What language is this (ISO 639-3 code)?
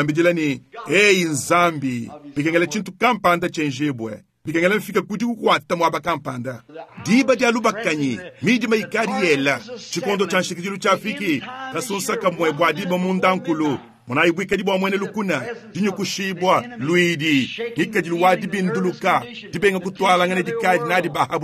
lua